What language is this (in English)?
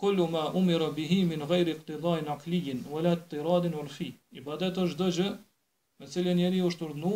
Albanian